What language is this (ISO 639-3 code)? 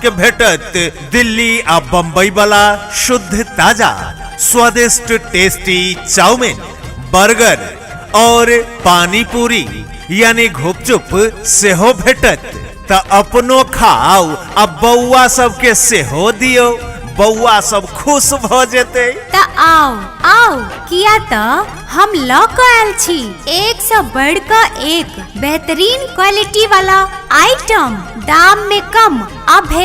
mai